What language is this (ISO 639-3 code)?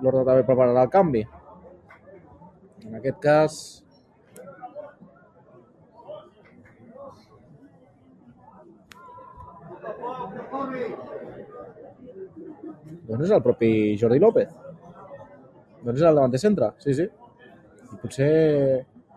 cat